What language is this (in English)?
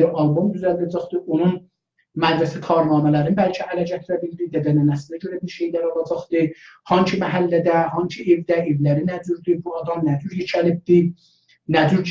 South Azerbaijani